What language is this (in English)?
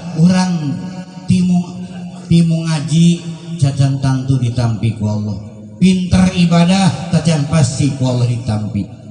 Sundanese